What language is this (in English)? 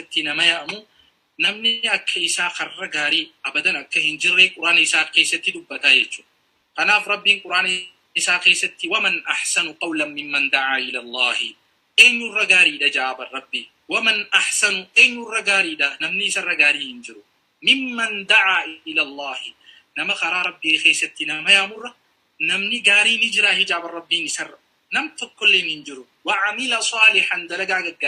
Oromo